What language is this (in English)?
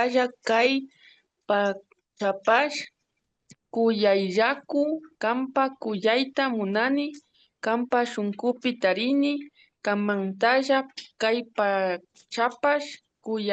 Imbabura Highland Quichua